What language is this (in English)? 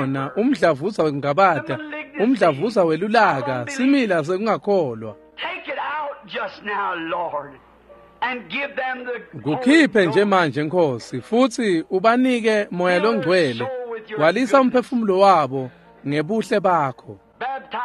Swati